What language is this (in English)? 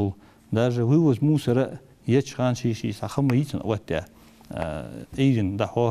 Ingush